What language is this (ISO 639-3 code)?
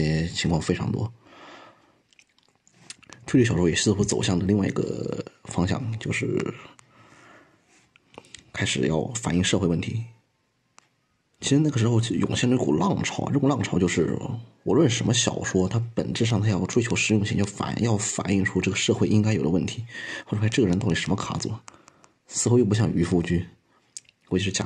zho